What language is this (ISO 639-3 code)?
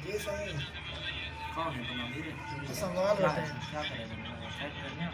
skr